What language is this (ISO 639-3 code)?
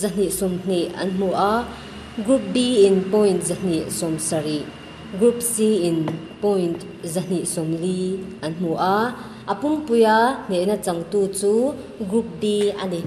lus